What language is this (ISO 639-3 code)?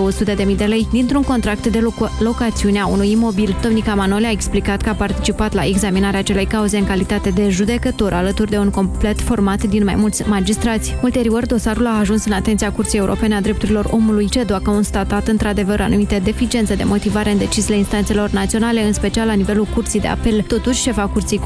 ron